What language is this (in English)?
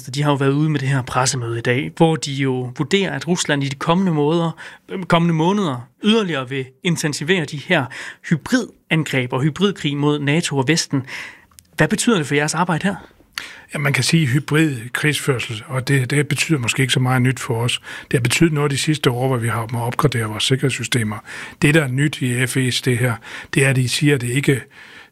Danish